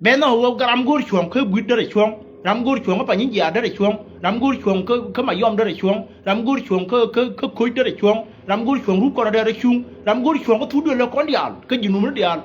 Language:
Nuer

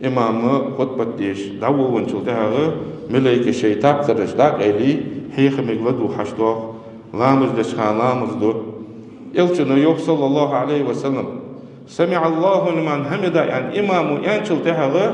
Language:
Ingush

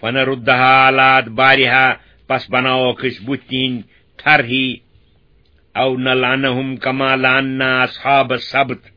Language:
Kashmiri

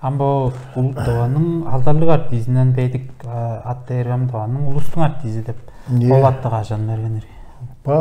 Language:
Tuvinian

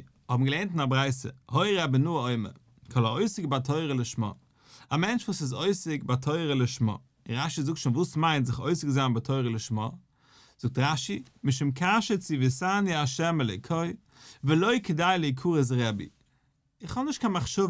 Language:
Yiddish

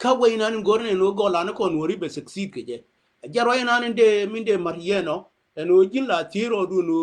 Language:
Nuer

